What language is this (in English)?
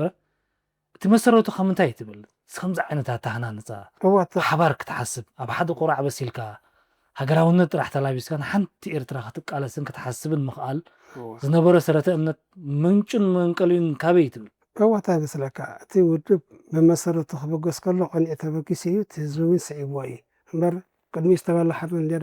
Tigrinya